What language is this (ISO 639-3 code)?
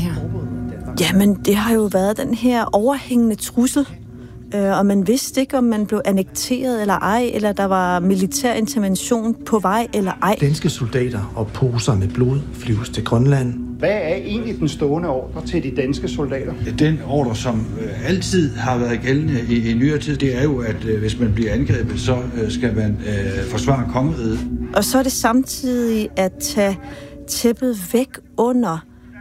dan